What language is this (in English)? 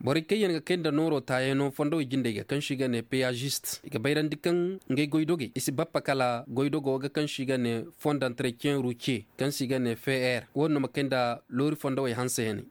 Koyraboro Senni